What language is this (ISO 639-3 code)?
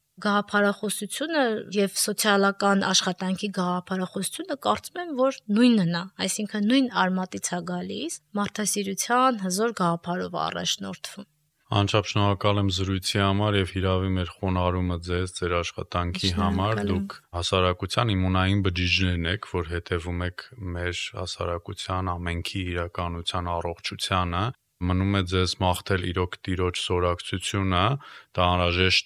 hye